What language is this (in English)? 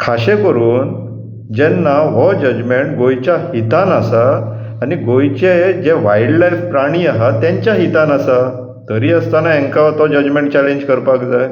Konkani